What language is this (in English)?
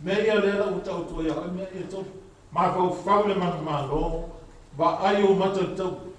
Samoan